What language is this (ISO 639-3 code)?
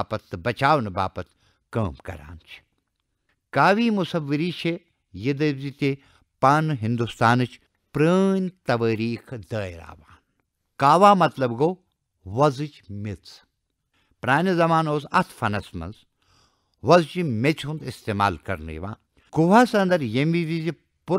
kas